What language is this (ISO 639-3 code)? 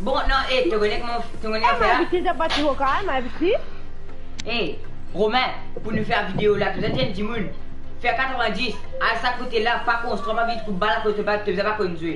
mfe